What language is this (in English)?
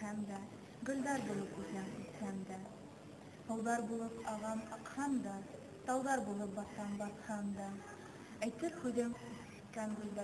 Bashkir